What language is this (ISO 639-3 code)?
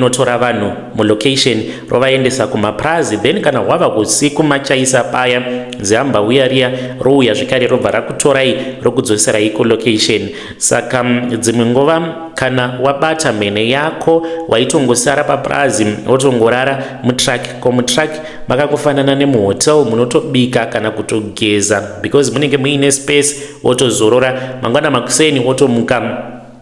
sna